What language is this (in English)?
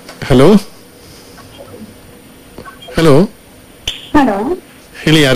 Kannada